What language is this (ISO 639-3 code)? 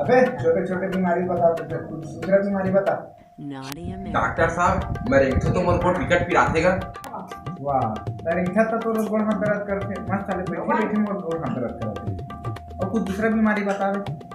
hne